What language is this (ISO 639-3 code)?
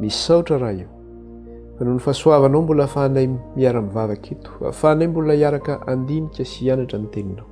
mlg